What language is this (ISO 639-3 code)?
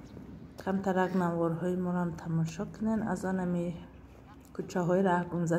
fas